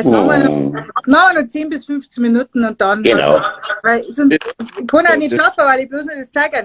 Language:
Bavarian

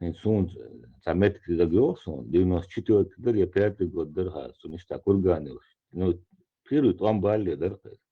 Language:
Chechen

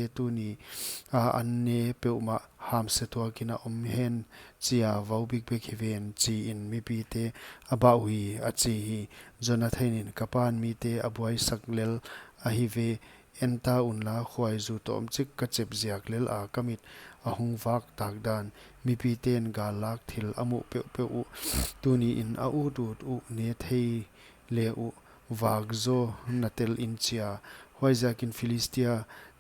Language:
Paite Chin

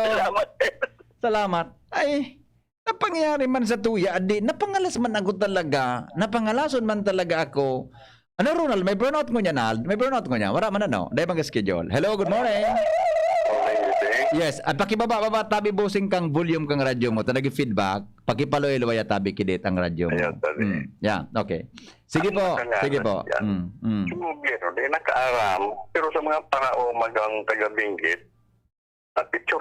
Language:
Bikol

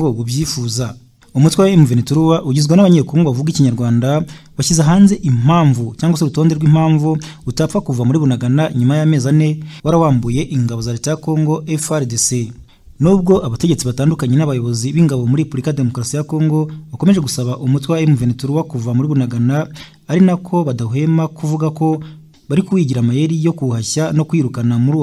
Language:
Kinyarwanda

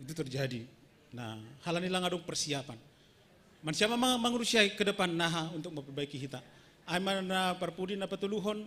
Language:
Batak Simalungun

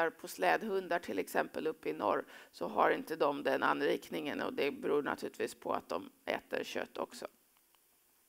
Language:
Swedish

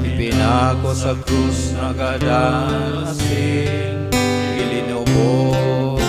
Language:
Bikol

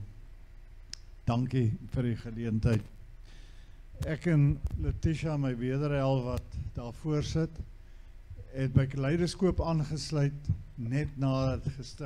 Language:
Afrikaans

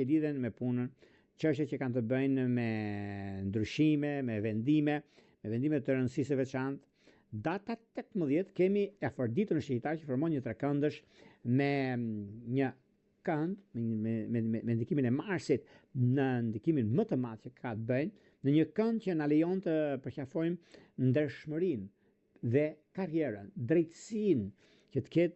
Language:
Albanian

